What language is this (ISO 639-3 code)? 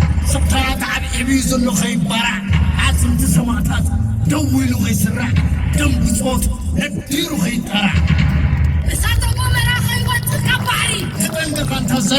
tir